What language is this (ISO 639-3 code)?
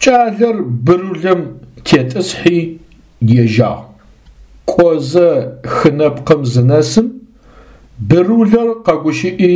ady